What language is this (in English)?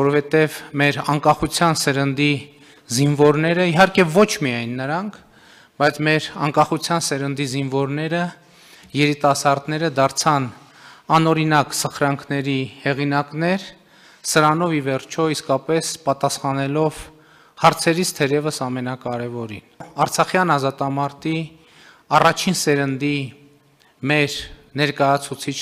Armenian